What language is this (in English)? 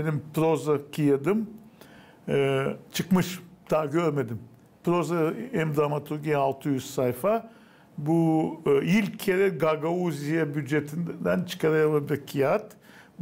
Gagauz